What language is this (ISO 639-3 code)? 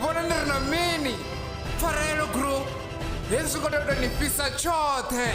ven